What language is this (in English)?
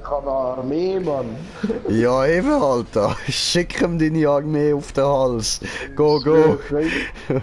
Swiss German